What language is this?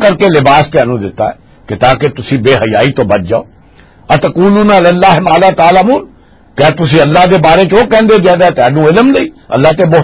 Western Panjabi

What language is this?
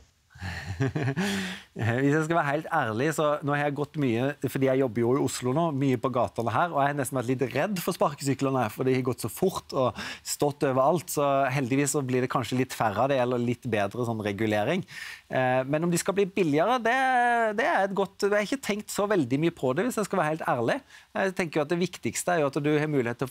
Norwegian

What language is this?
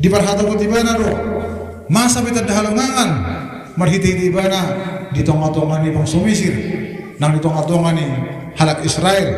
Batak Toba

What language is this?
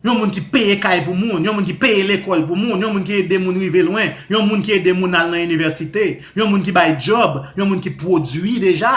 Haitian Creole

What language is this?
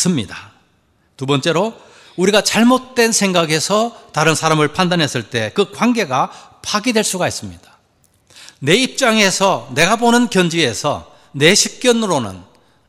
Korean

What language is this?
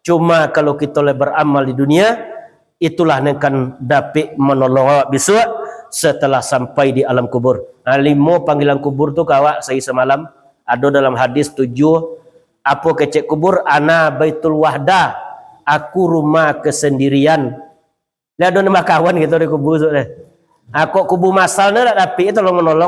Minangkabau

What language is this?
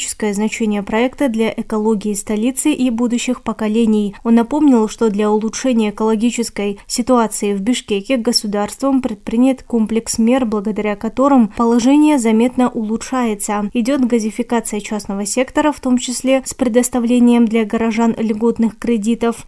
Russian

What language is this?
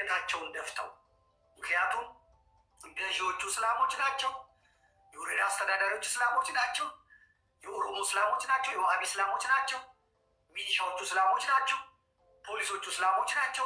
Amharic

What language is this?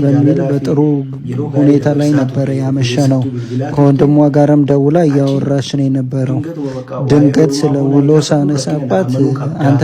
Amharic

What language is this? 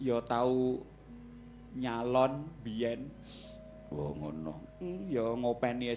Javanese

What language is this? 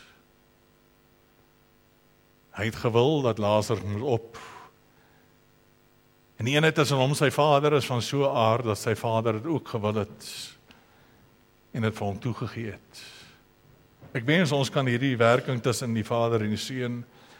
Afrikaans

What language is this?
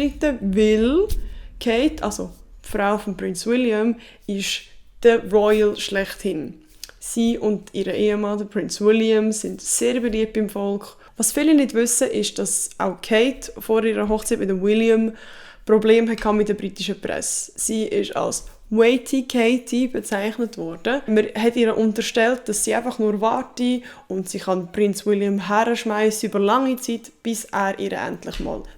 Swiss German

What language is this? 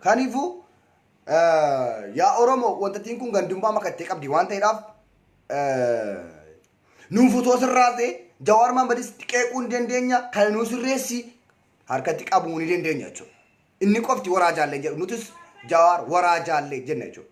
Oromo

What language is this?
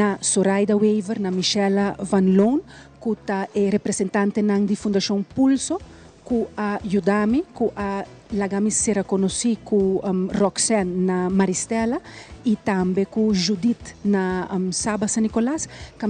Papiamento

